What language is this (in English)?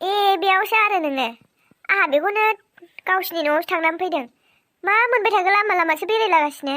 Bodo